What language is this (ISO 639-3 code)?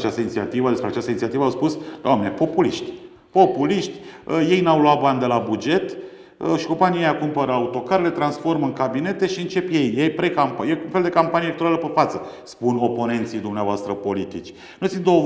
ron